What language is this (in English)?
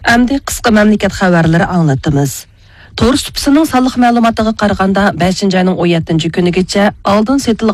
Uyghur